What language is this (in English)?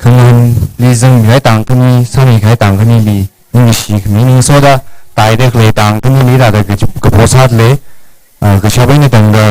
Tangkhul Naga (India)